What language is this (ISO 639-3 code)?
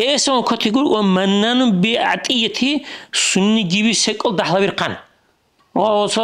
dar